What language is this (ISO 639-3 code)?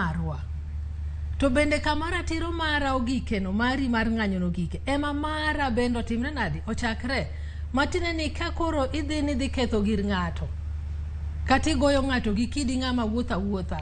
luo